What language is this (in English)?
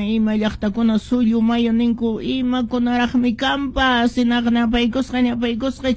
Quechua